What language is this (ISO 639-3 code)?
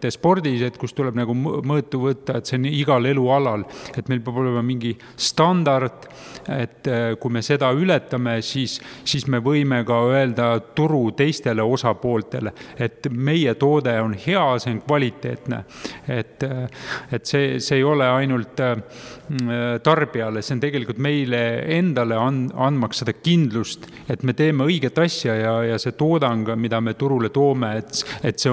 est